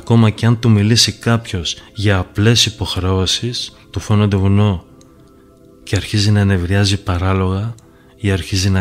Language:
Greek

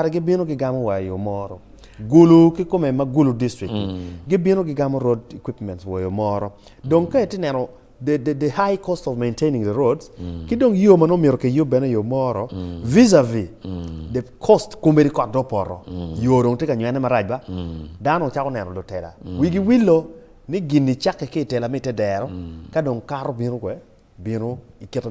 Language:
Acoli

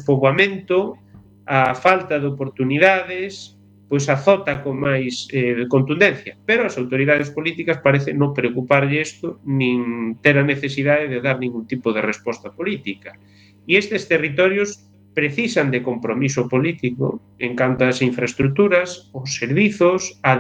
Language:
Galician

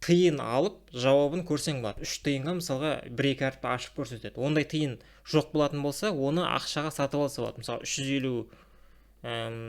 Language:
Kazakh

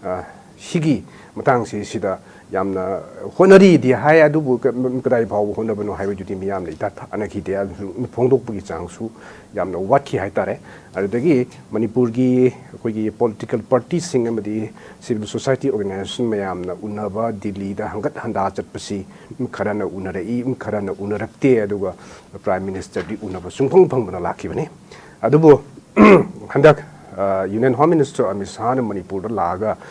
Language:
Manipuri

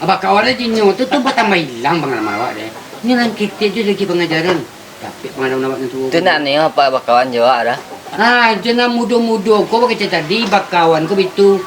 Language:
Minangkabau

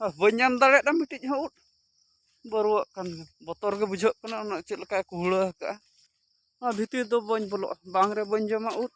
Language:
Santali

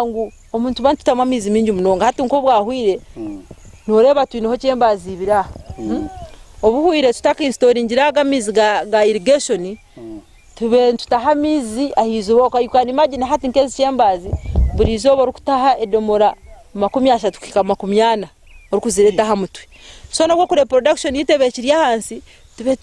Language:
Nyankole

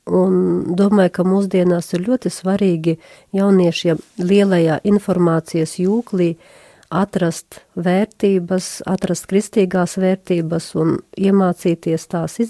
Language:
Latvian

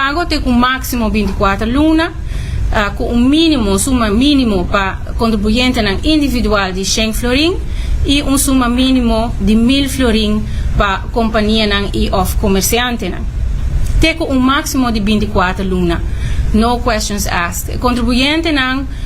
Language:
Papiamento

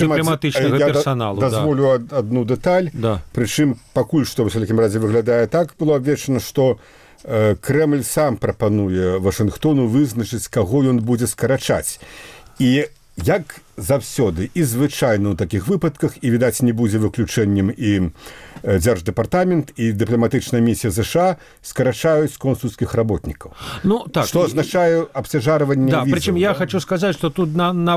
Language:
Belarusian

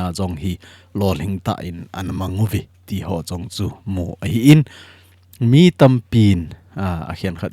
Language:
Thado Chin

